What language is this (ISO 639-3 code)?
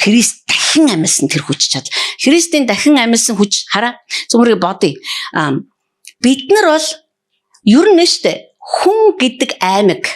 mon